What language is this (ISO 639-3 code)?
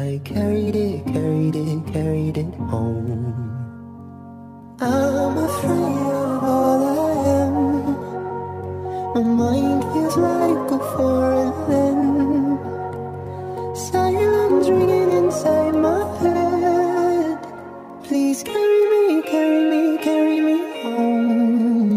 eng